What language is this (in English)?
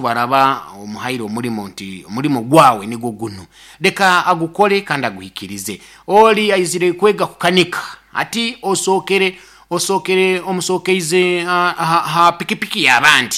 Nyoro